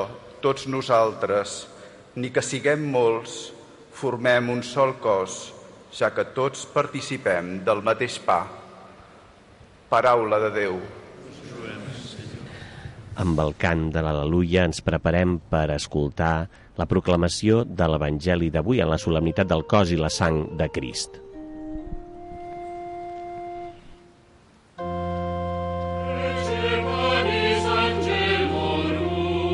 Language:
Catalan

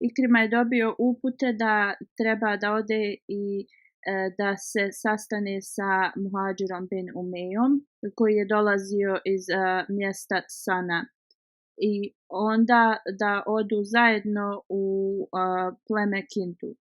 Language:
Bosnian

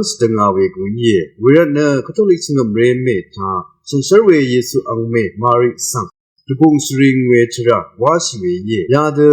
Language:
Rawang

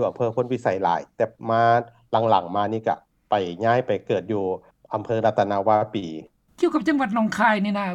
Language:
Lao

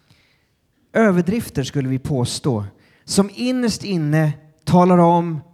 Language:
Swedish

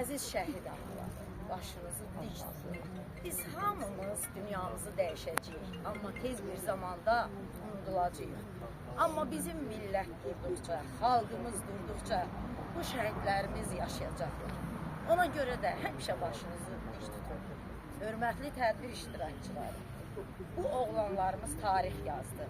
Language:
Azerbaijani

